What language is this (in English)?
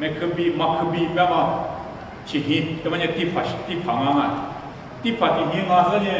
Lisu